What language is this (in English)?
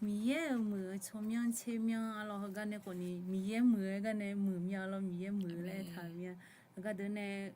Akha